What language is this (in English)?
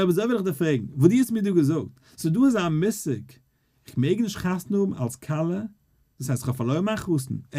Yiddish